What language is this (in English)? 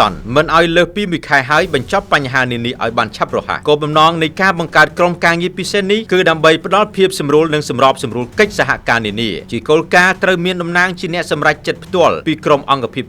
Khmer